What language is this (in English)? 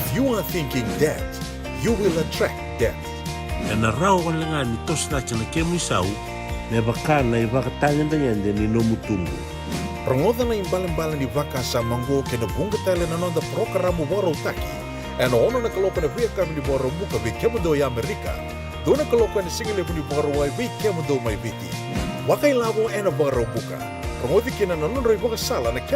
Fijian